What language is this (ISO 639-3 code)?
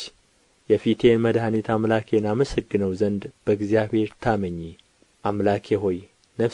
amh